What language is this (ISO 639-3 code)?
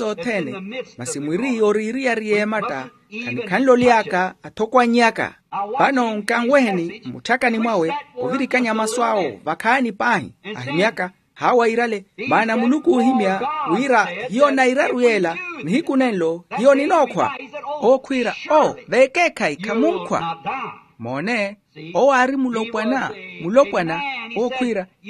vmw